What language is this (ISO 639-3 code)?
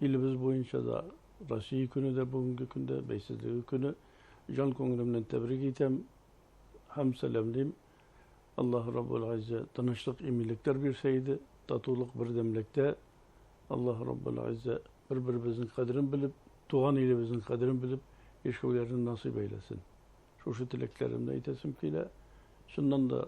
bak